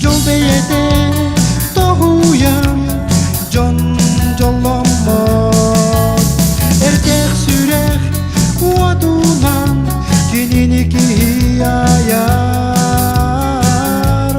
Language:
Yakut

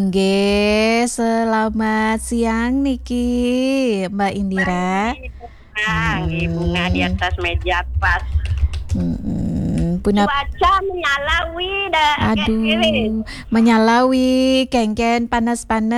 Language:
Balinese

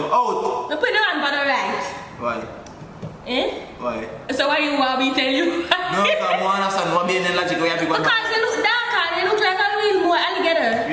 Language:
Jamaican Creole English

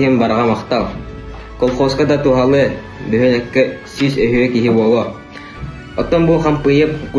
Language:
Yakut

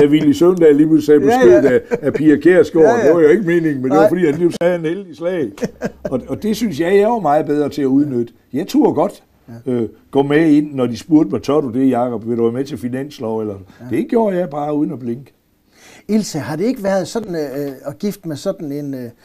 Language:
Danish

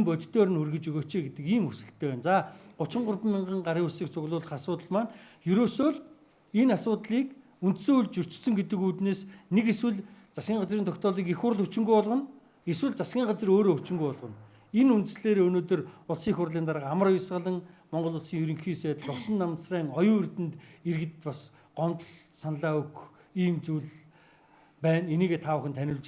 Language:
Mongolian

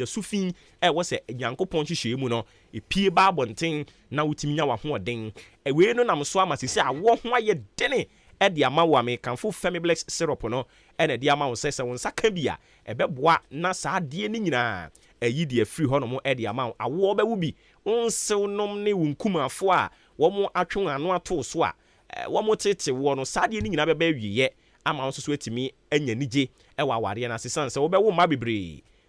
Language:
Akan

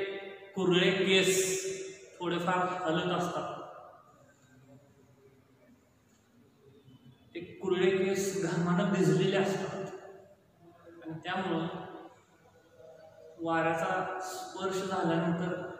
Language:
Marathi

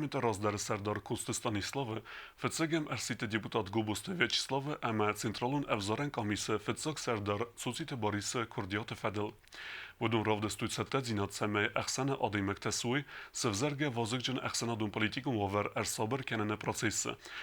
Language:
Ossetic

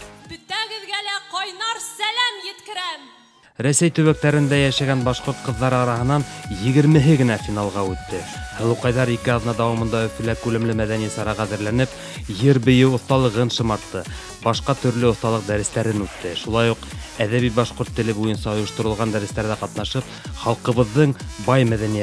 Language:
Bashkir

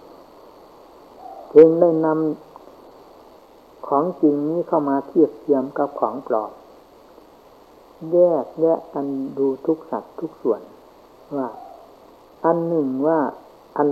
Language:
Thai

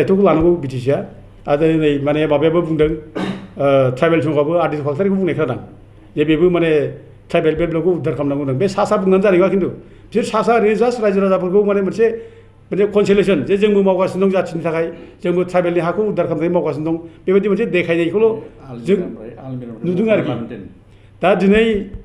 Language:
Bodo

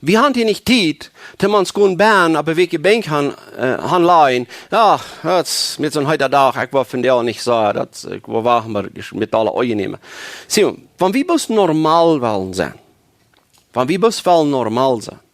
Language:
Plautdietsch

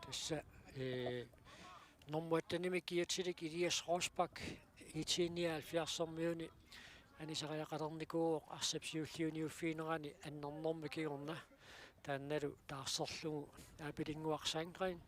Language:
Kalaallisut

